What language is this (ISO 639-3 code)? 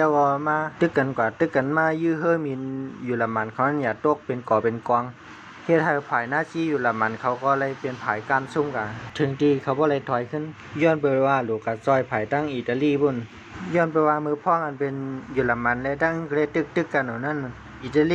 shn